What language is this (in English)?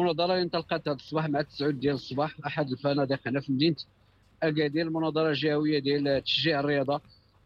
Moroccan Arabic